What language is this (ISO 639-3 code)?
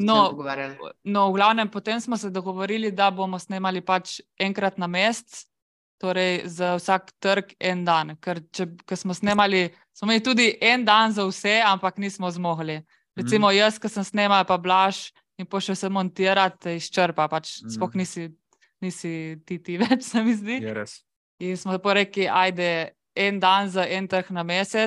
slv